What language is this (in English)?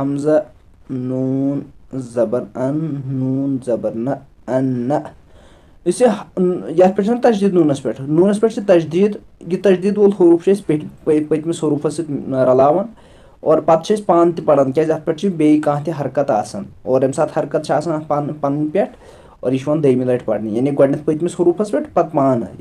Kashmiri